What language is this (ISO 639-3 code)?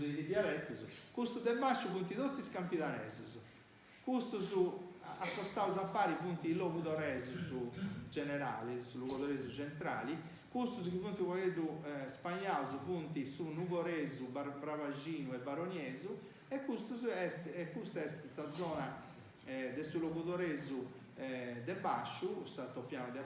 srd